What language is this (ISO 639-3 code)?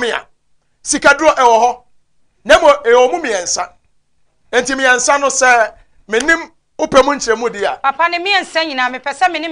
aka